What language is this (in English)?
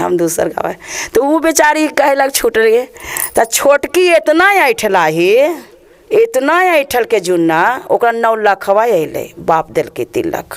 Magahi